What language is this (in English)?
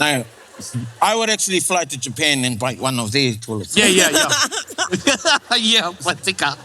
Māori